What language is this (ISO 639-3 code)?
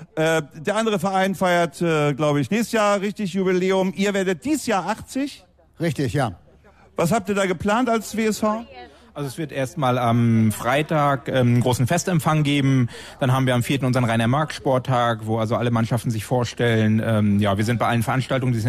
deu